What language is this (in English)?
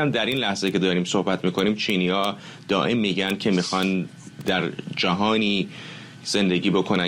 Persian